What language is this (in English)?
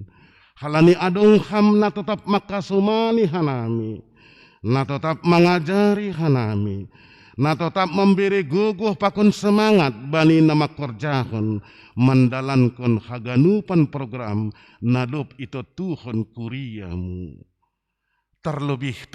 Batak Simalungun